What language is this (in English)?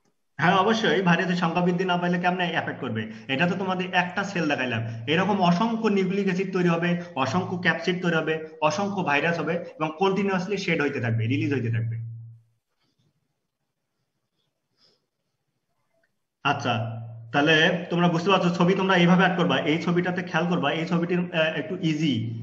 Bangla